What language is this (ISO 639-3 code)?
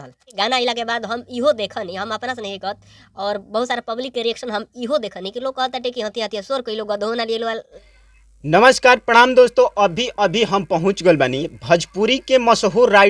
bho